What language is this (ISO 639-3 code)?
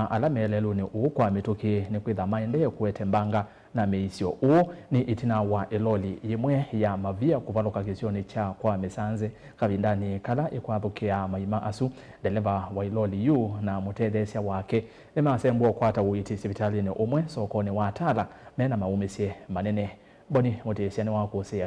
kam